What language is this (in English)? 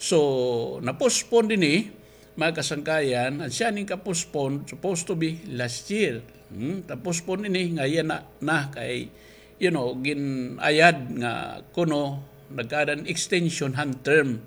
Waray